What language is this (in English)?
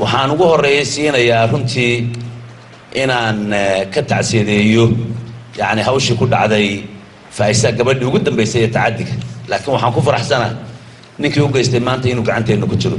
Somali